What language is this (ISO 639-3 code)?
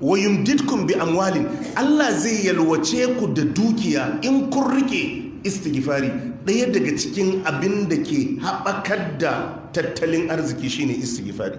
hau